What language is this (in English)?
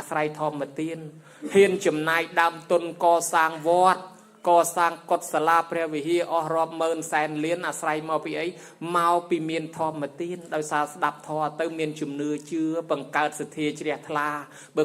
Khmer